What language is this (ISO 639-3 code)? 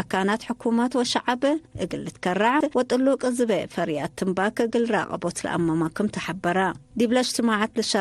tig